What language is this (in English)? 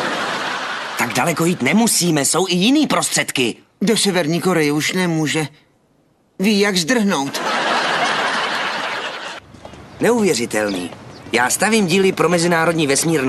Czech